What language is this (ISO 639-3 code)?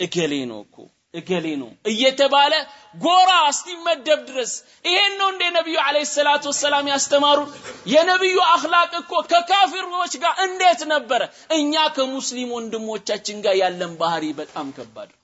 amh